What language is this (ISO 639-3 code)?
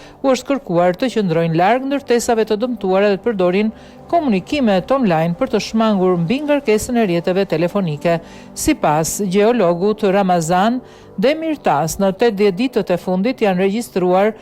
sqi